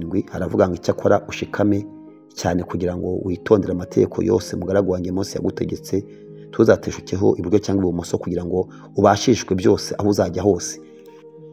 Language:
Kinyarwanda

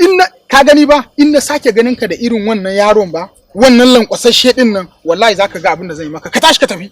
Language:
Hausa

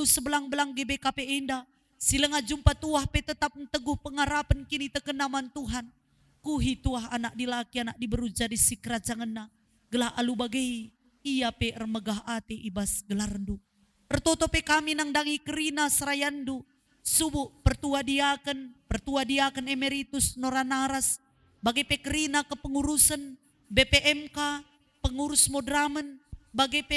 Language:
Batak Karo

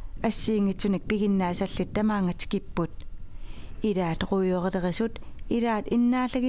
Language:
Kalaallisut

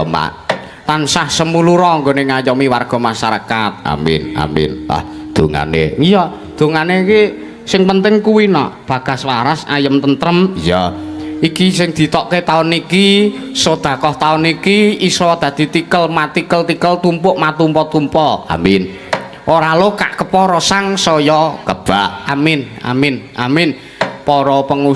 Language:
Javanese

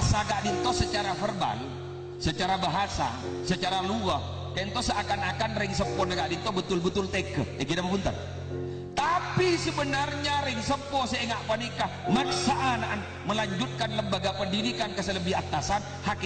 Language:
Madurese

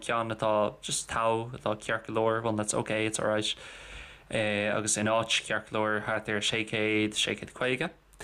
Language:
Irish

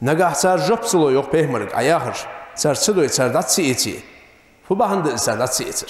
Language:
Ingush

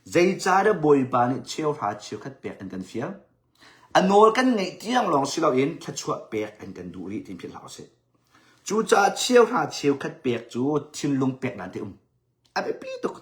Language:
Hakha Chin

